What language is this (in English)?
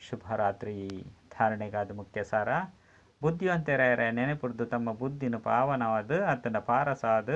Tulu